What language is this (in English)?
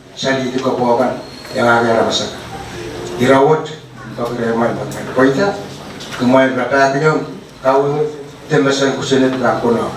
Pohnpeian